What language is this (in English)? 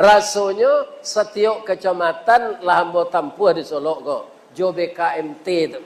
Minangkabau